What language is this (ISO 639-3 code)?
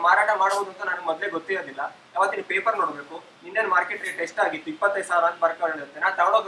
kan